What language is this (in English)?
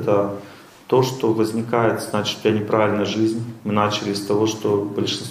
Russian